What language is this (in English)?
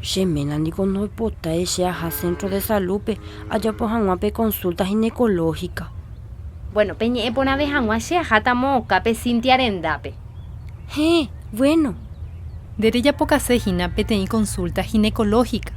Guarani